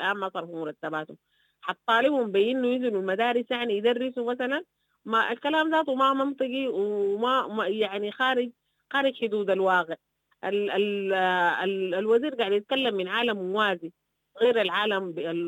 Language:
Sudanese Arabic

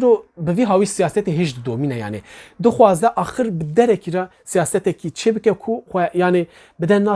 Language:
Kurdish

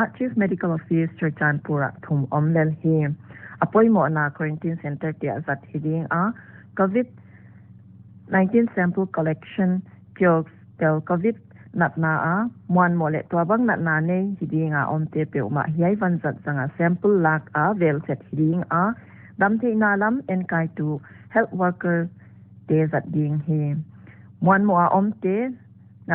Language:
Paite Chin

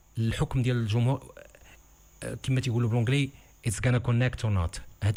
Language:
Tunisian Arabic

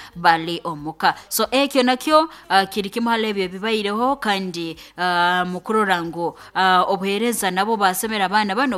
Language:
Nyankole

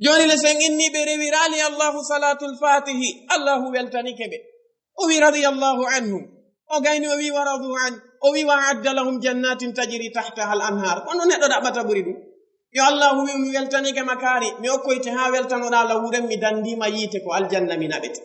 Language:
Fula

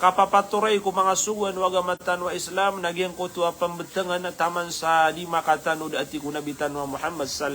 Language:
Maranao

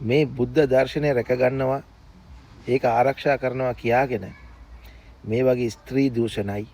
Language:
Sinhala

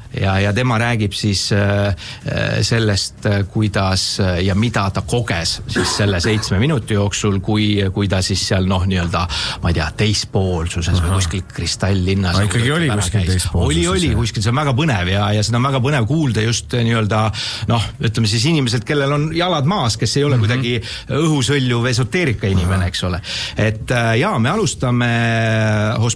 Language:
Estonian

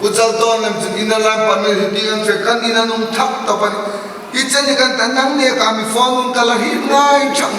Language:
Hmar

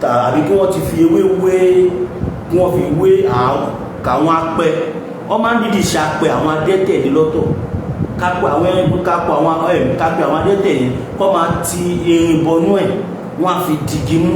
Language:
Yoruba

